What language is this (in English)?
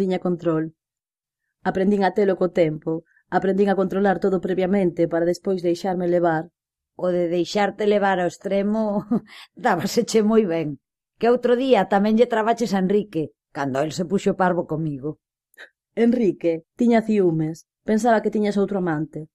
Galician